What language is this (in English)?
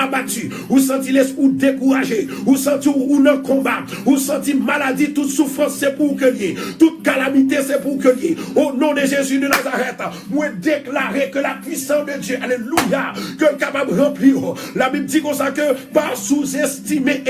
Haitian Creole